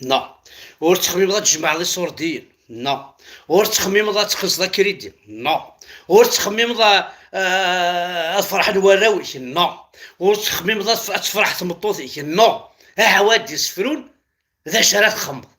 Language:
Kabyle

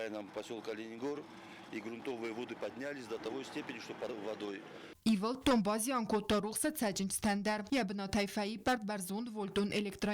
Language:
Ossetic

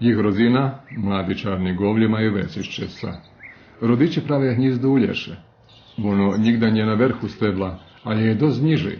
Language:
Rusyn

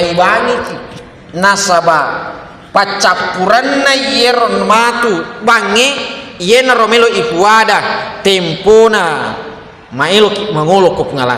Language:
Buginese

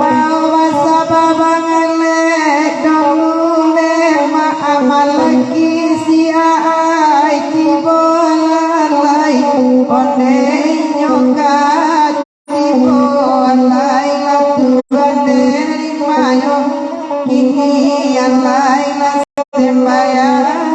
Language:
Minangkabau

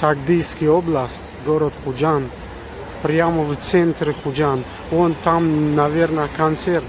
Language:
Tajik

